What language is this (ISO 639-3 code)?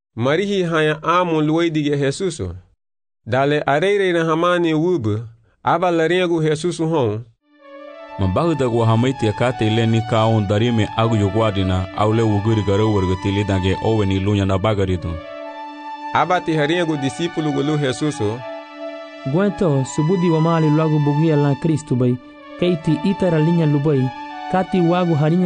cab